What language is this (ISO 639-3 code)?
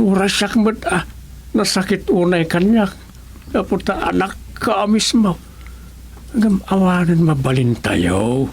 ilo